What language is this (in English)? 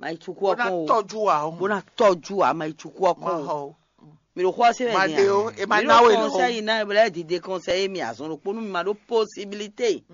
Fon